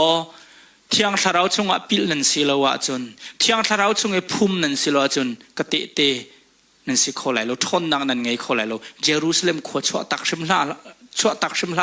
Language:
Hakha Chin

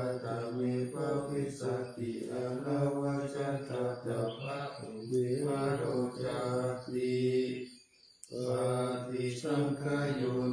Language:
Pali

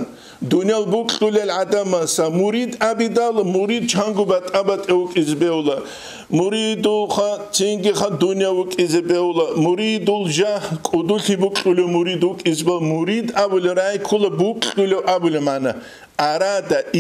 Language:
Avaric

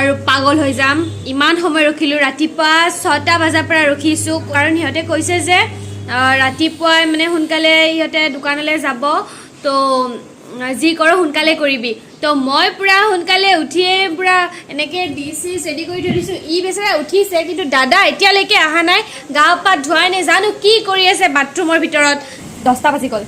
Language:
Assamese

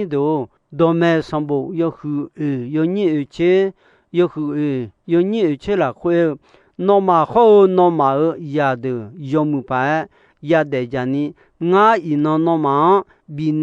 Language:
Akha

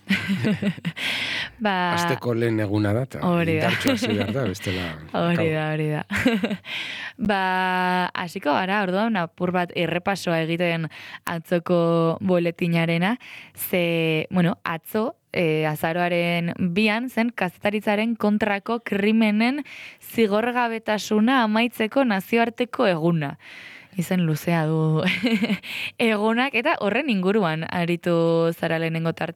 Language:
Basque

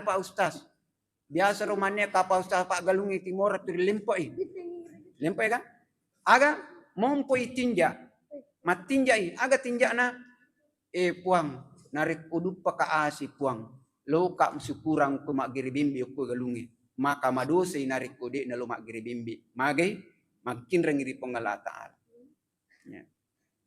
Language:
Buginese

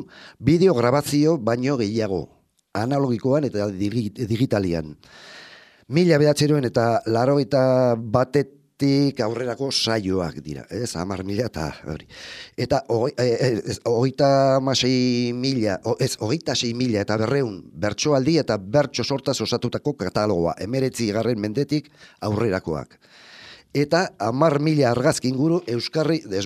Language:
Basque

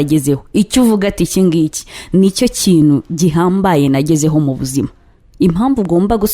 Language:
Kinyarwanda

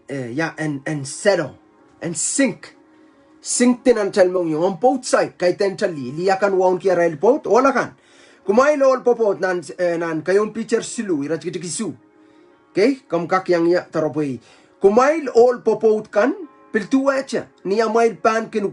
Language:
Pohnpeian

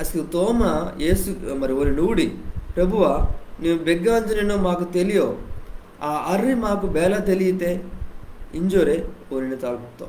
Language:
Koya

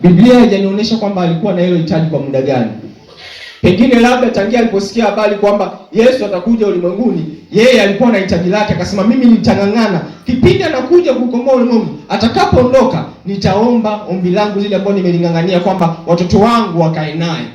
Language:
Swahili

